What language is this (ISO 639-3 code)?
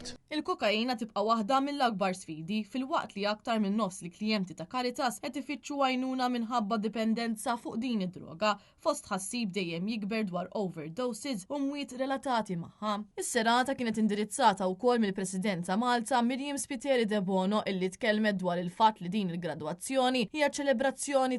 mlt